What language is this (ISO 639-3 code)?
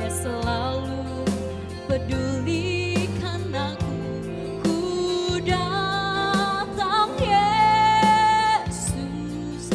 nia